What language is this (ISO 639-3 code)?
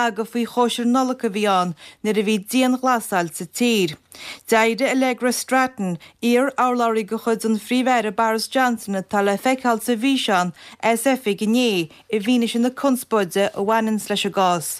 gle